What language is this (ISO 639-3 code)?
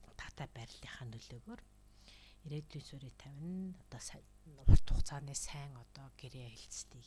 mon